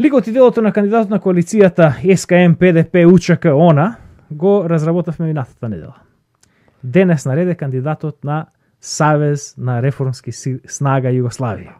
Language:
Macedonian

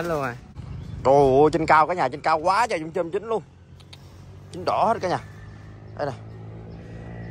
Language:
Vietnamese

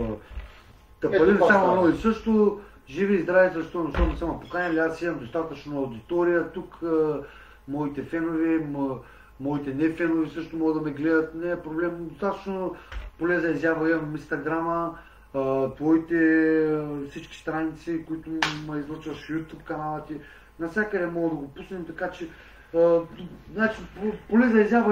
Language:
Bulgarian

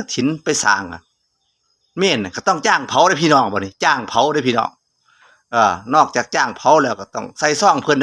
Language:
Lao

